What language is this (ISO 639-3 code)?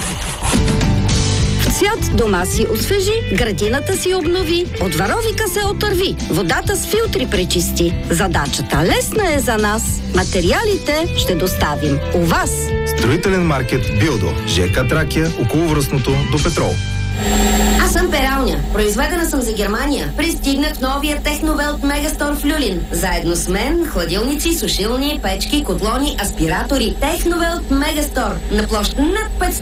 bul